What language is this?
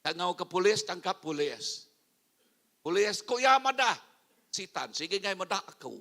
Iban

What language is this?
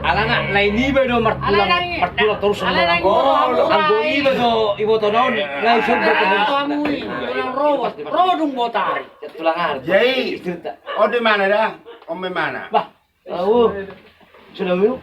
Batak Toba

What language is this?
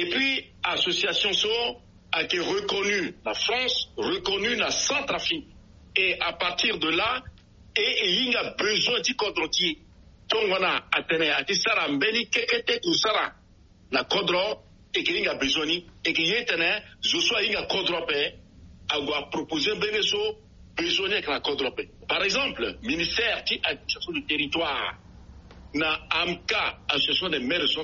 Sango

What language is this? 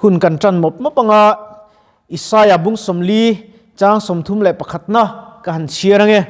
Mizo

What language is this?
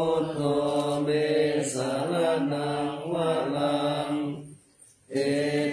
Pali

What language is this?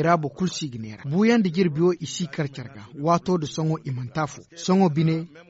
Zarma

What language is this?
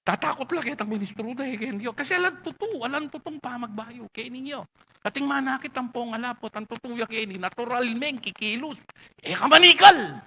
Pampanga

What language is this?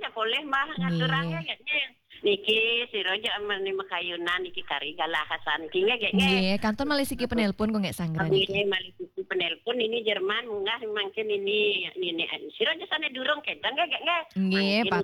Balinese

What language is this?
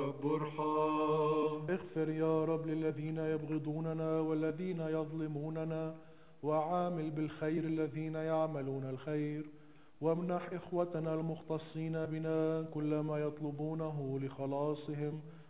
Arabic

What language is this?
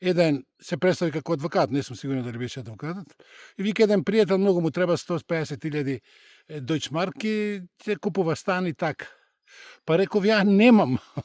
Macedonian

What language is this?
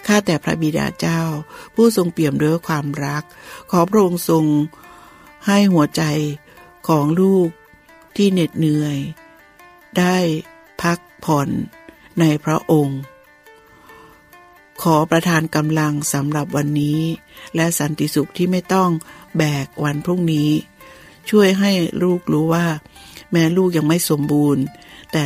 Thai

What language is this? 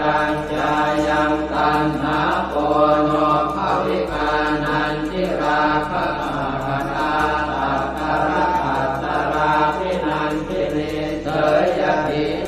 Pali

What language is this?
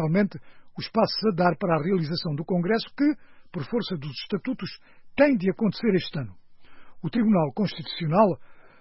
Portuguese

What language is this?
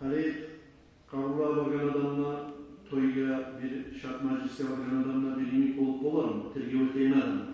Kumyk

